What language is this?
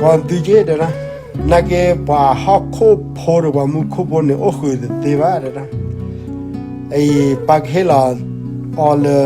S'gaw Karen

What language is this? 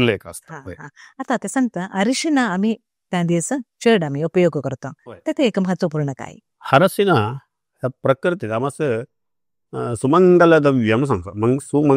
Konkani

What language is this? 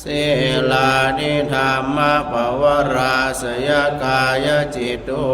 Pali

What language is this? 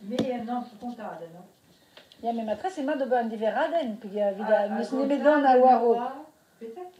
Breton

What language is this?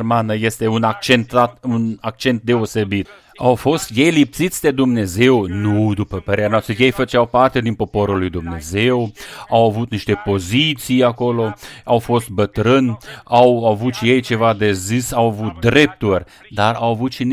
Romanian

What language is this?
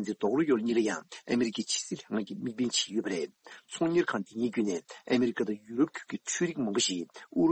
Tibetan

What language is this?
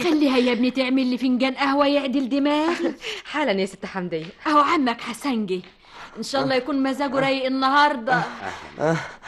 Egyptian Arabic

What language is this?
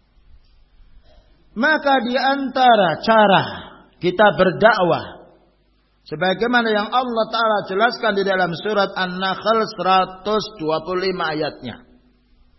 Indonesian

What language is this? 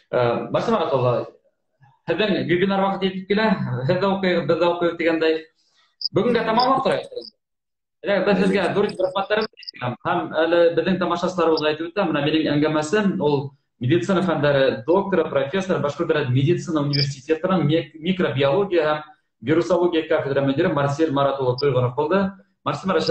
Bashkir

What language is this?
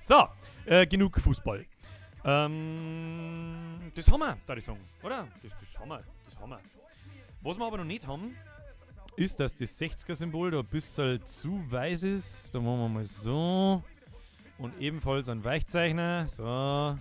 Bavarian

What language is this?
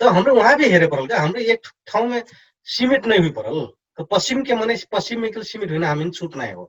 Dangaura Tharu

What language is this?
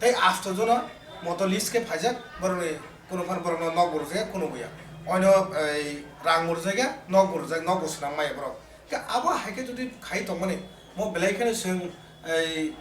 Kok Borok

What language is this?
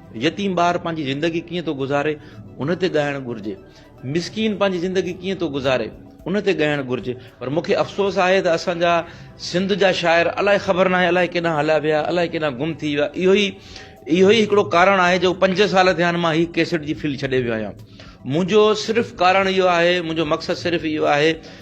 Sindhi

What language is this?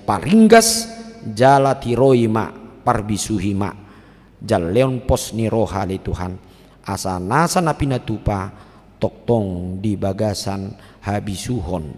Batak Toba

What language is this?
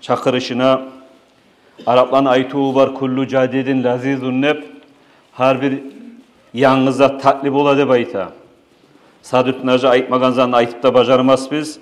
Kumyk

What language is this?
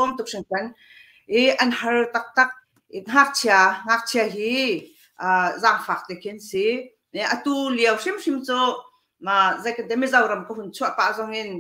Hakha Chin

